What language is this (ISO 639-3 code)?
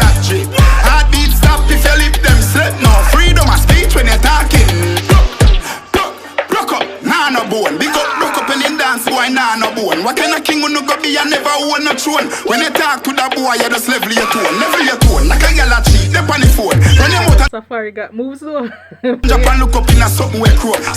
jam